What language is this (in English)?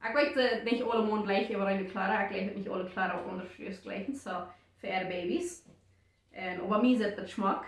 Plautdietsch